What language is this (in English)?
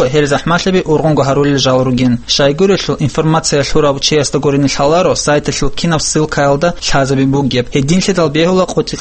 Avaric